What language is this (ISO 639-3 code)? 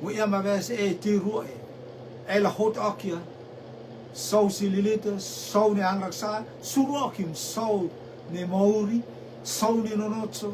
rtm